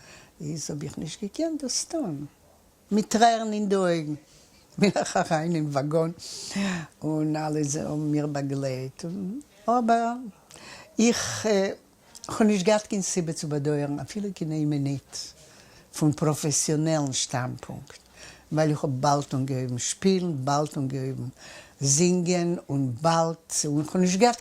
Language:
Yiddish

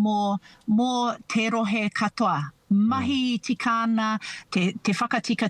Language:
Māori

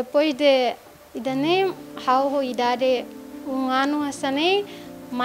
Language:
Tetum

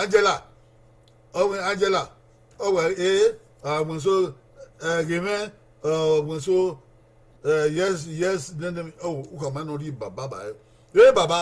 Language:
Bini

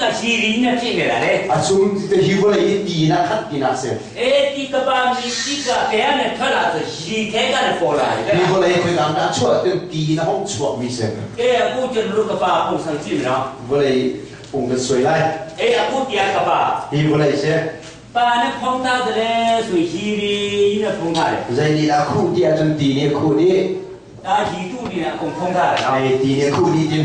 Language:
Hakha Chin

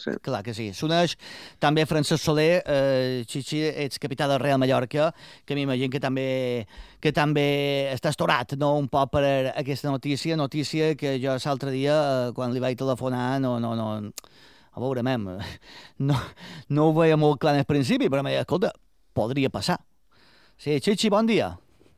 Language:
Catalan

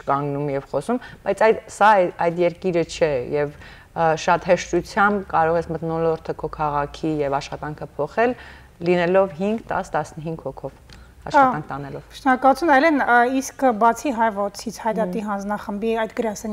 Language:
Western Armenian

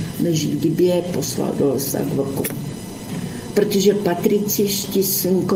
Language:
Czech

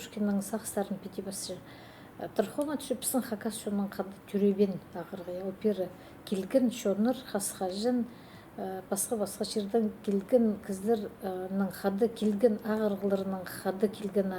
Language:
Khakas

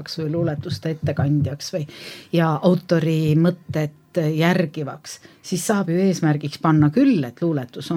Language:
Estonian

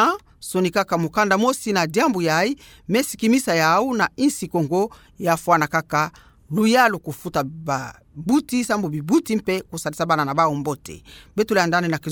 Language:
Kituba (Democratic Republic of Congo)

